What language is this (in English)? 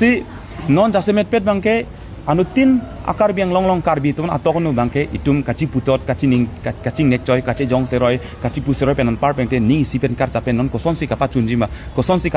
Karbi